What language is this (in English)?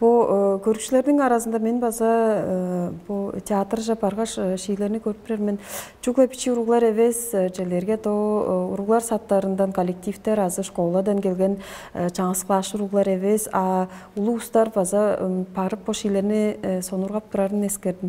Tuvinian